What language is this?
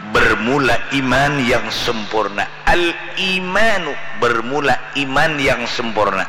Banjar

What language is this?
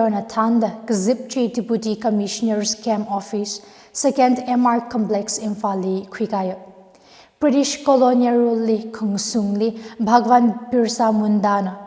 Tangkhul Naga (India)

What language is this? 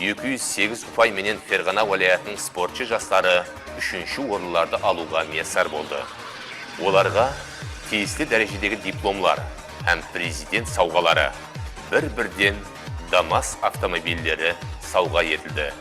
Kara-Kalpak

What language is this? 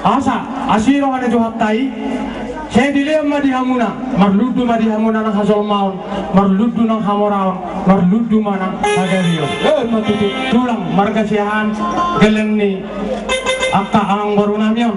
Batak Toba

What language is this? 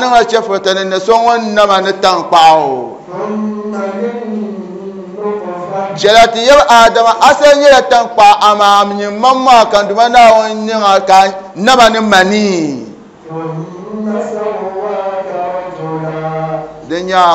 Dagbani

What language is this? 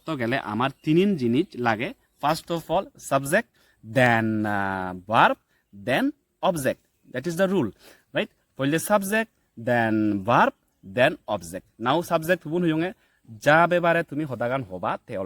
Chakma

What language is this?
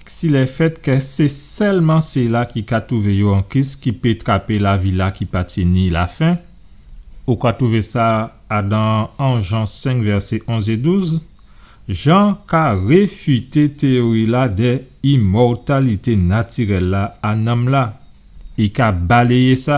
Guadeloupean Creole French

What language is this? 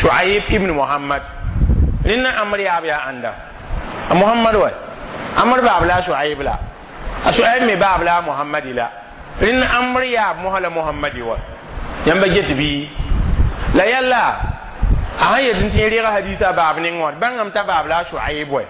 Mossi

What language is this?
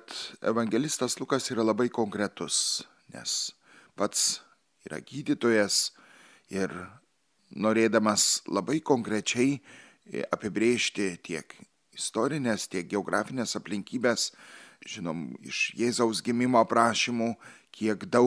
Lithuanian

